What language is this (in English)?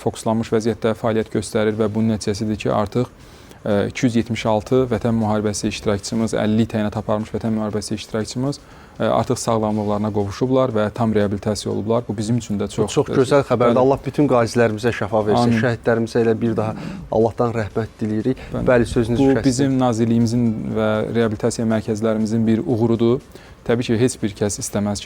Azerbaijani